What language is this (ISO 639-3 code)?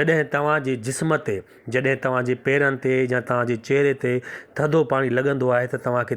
snd